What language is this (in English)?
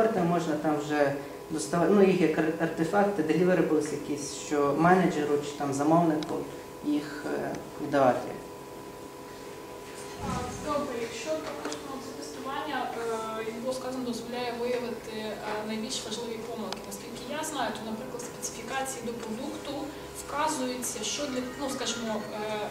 Ukrainian